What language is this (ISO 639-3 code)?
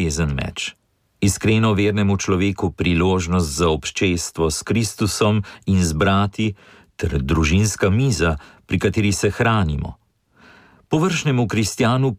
slv